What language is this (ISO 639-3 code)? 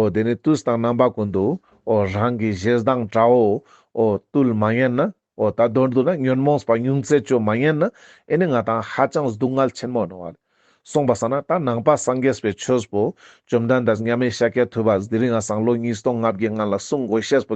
lbj